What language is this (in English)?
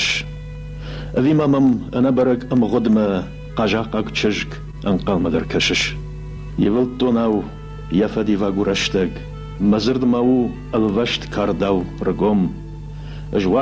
Ossetic